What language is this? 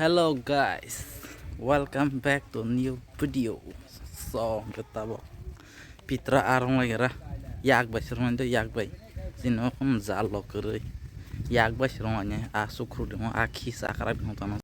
Kok Borok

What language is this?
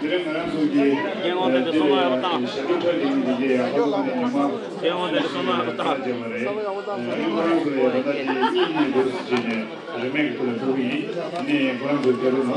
Tibetan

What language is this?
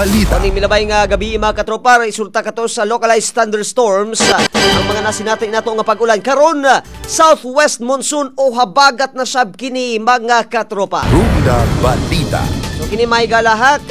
Cebuano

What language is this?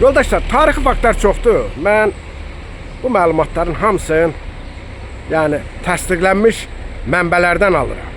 Azerbaijani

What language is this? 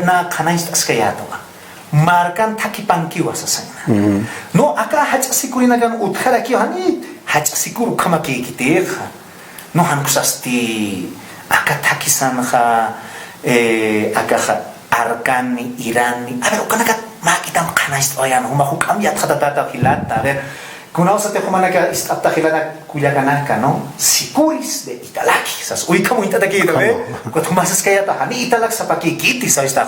Aymara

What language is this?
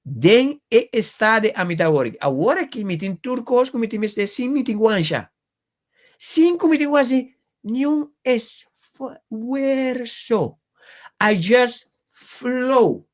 Papiamento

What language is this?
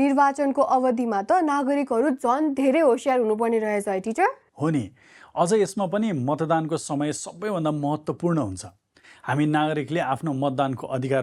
Nepali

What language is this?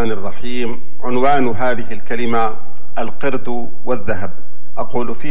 Arabic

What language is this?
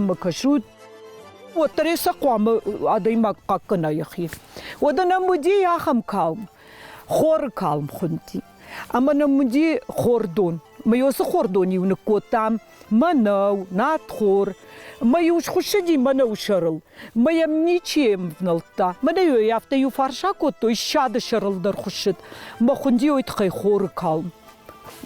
Ossetic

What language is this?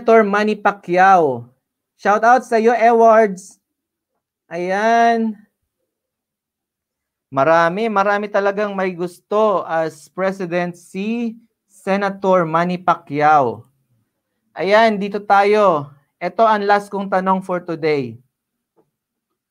Filipino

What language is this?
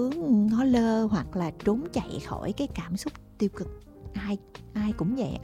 Vietnamese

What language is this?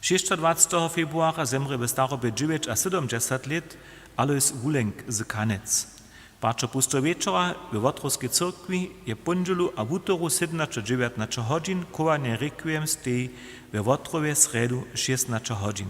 Upper Sorbian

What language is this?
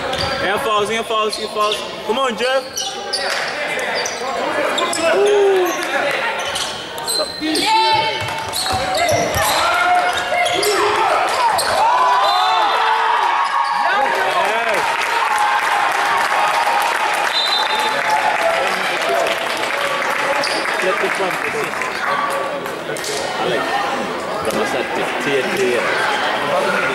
Swedish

